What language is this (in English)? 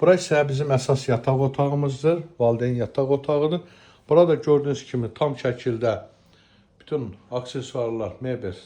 Azerbaijani